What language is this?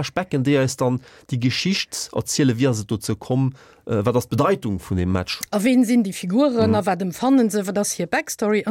Luxembourgish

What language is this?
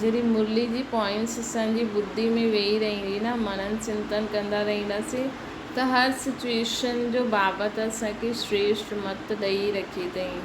Sindhi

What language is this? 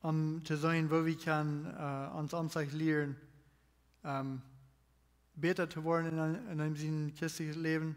Plautdietsch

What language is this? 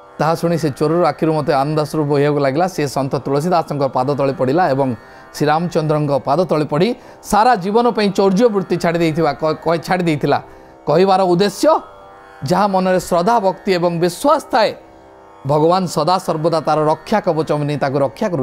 Odia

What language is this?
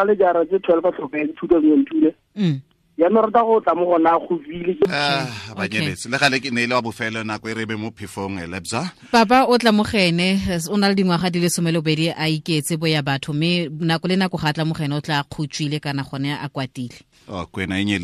Tswana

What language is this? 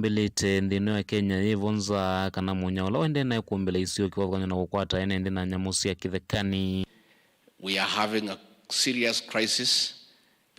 Kamba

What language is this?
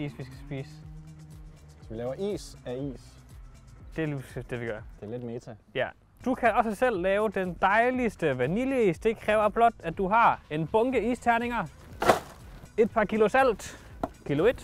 Danish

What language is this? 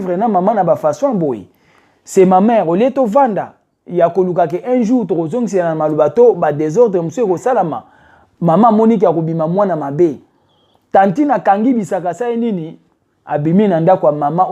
Lingala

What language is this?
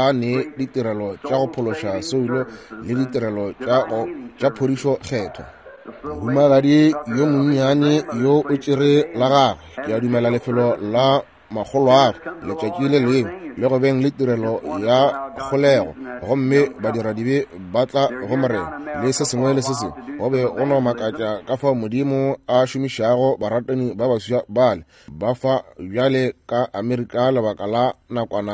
Northern Sotho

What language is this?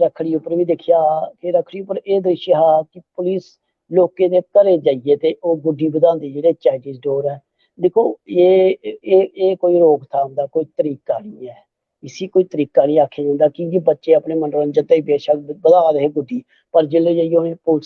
Dogri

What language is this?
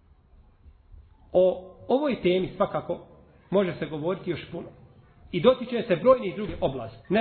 Bosnian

